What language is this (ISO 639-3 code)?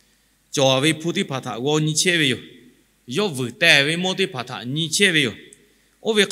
lhu